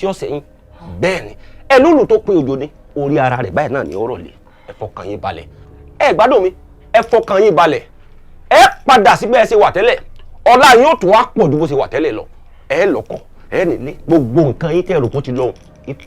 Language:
Yoruba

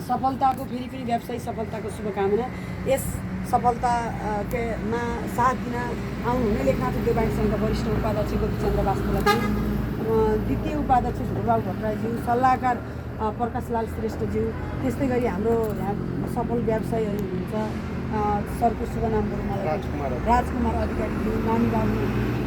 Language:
Nepali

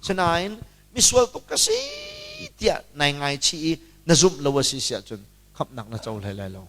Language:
Hakha Chin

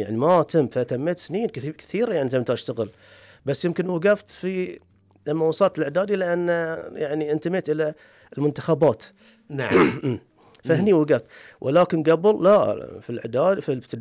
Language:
Gulf Arabic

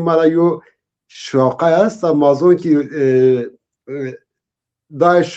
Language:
Zaza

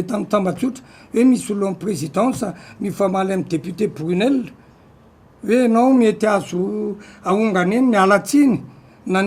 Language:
Malagasy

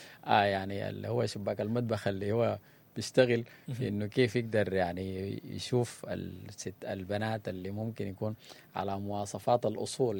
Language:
Sudanese Arabic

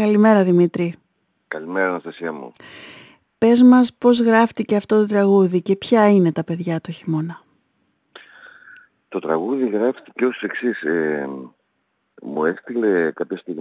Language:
Greek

